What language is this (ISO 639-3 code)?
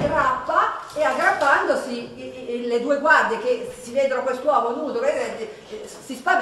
ita